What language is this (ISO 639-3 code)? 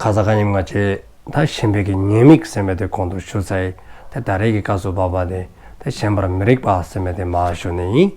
dzo